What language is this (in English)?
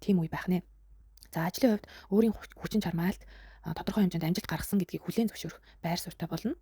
Mongolian